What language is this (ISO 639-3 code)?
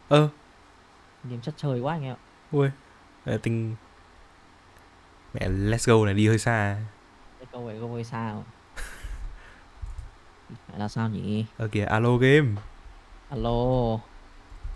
vie